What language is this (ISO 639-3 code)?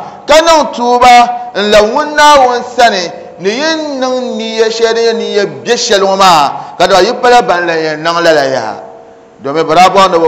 dag